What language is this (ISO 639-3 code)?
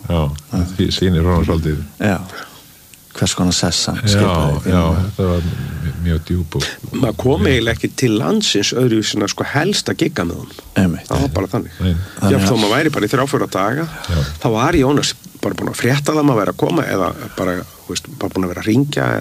isl